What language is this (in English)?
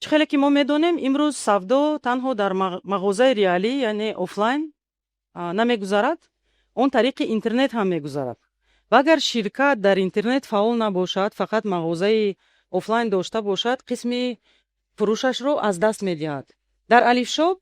Tajik